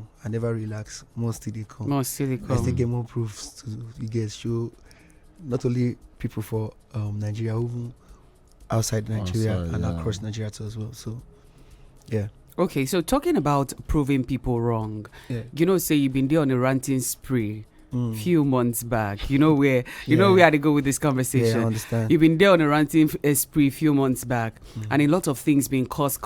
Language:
Nigerian Pidgin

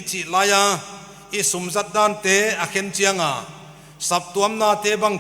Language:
Paite Chin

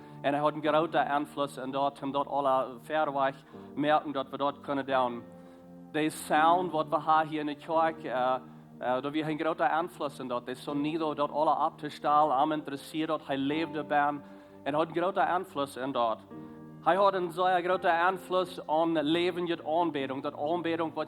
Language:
Plautdietsch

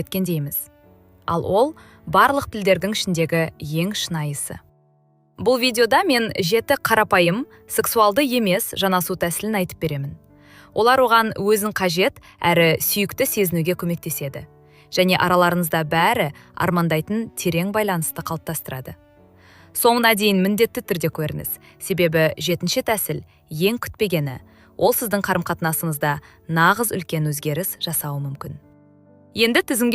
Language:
Kazakh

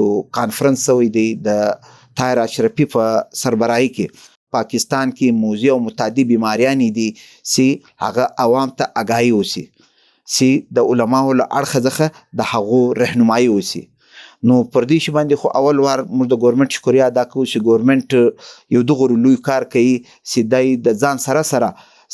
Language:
Pashto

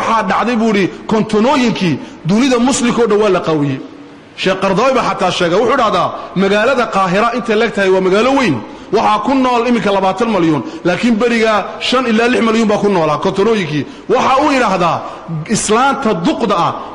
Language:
Somali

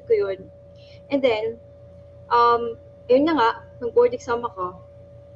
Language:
Filipino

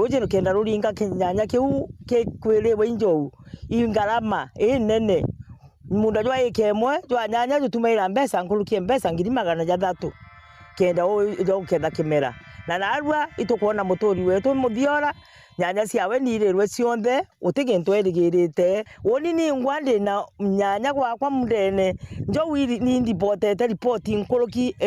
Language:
Meru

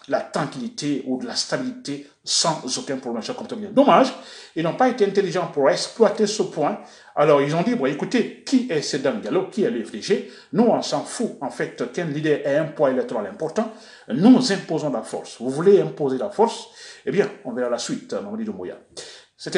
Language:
French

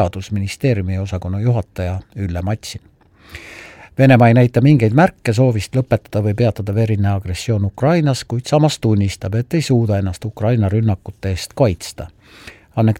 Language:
Estonian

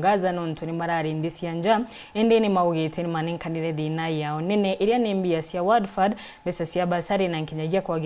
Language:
Meru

